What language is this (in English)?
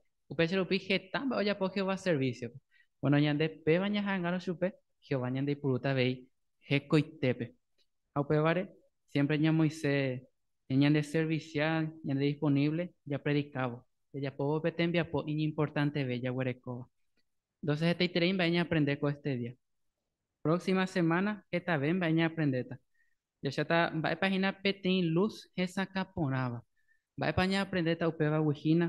Guarani